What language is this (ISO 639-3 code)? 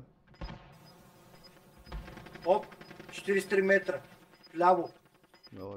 bul